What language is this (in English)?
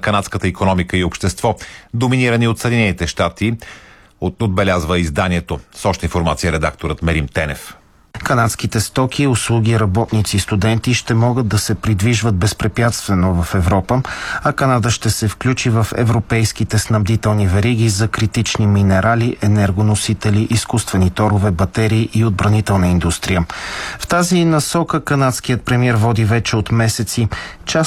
Bulgarian